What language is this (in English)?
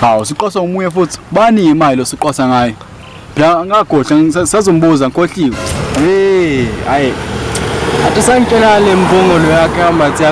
Zulu